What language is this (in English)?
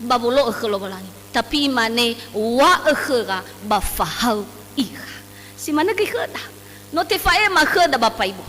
Nias